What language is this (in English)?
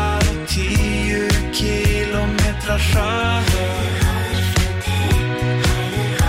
Icelandic